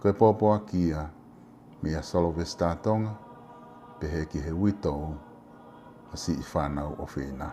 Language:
Tongan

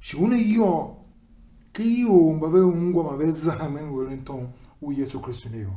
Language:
Tiv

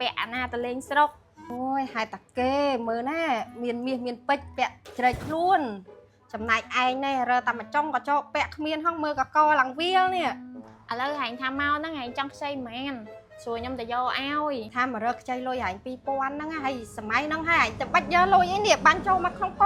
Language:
Khmer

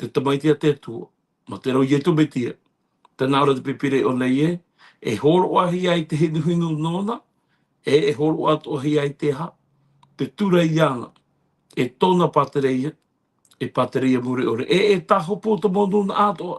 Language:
Tahitian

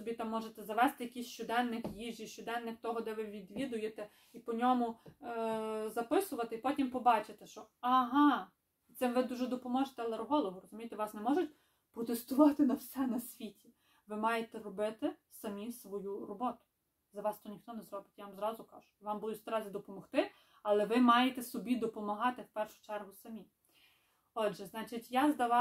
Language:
Ukrainian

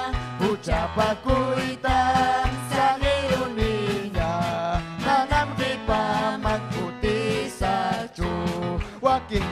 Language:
Ayacucho Quechua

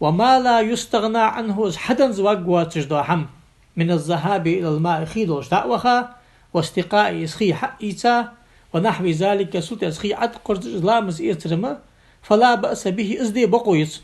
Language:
Ingush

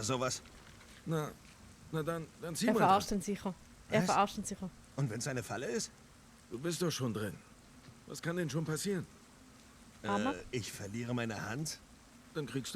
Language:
Swiss German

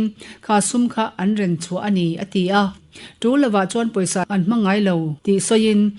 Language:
Mizo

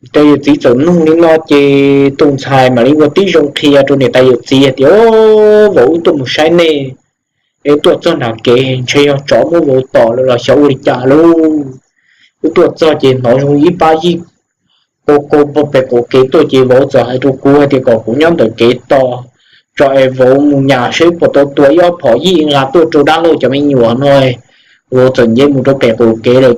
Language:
Hmong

